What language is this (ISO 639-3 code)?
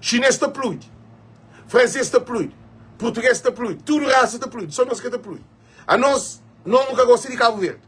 kea